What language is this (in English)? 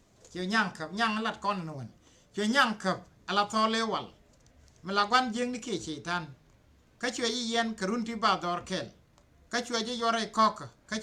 Nuer